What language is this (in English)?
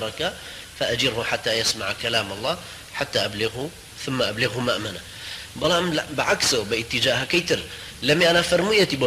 Central Kurdish